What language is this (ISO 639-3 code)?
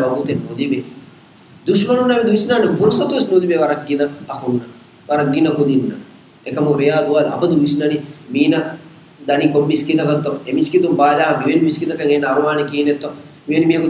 div